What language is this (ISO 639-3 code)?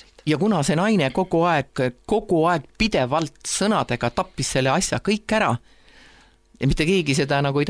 est